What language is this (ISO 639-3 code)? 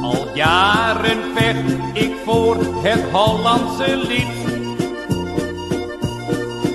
nld